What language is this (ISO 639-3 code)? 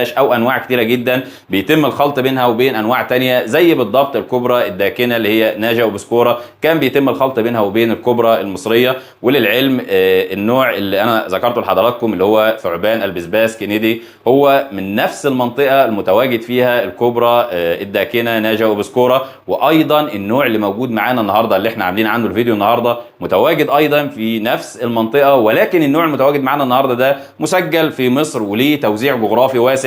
arz